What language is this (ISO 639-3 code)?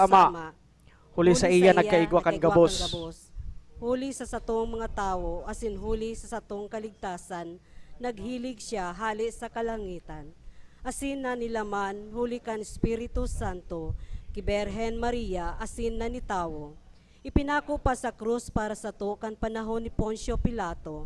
bik